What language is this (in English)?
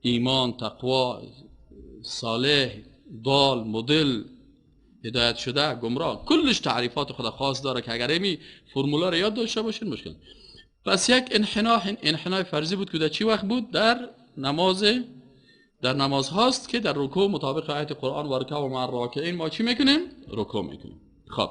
Persian